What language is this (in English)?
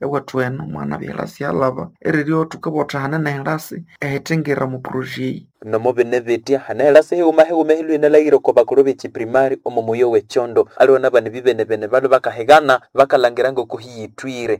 Nande